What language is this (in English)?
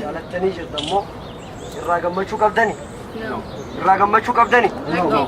Oromo